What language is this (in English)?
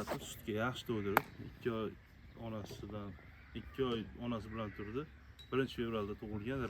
Uzbek